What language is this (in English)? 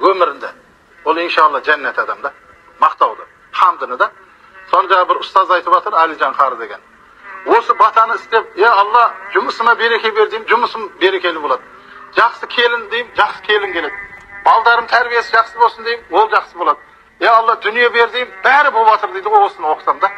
Kazakh